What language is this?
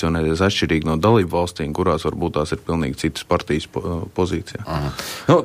Latvian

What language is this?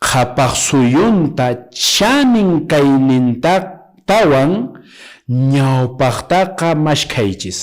Quechua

